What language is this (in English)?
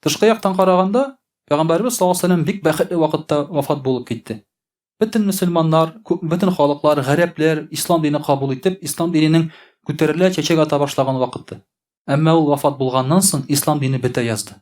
Tatar